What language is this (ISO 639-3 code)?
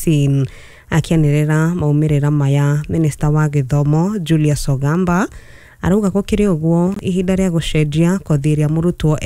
kik